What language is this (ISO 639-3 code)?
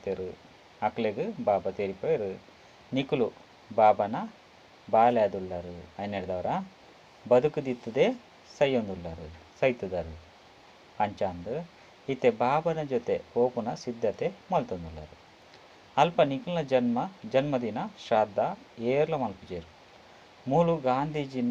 tcy